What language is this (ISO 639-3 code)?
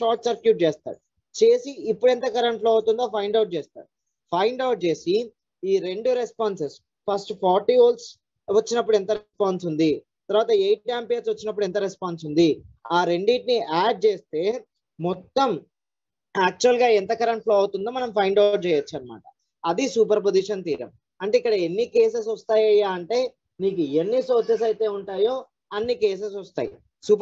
tel